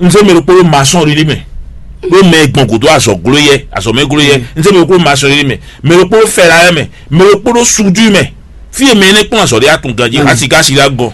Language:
Fon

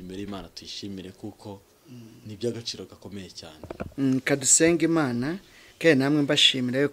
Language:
Kinyarwanda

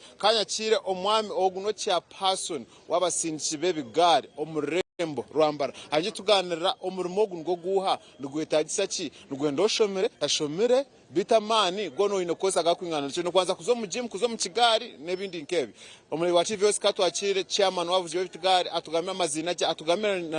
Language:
Nyankole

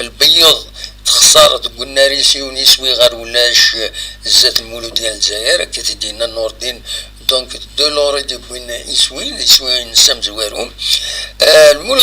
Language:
Kabyle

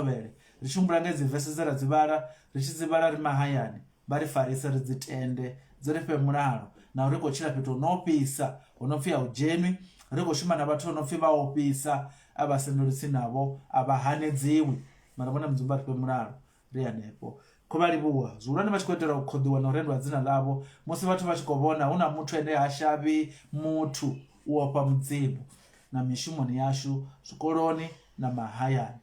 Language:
Venda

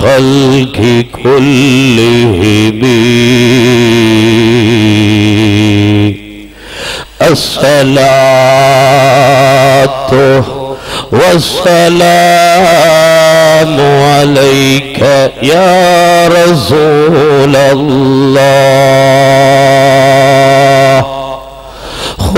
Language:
Malayalam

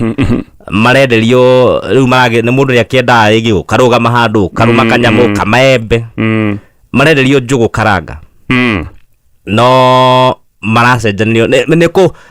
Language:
Kikuyu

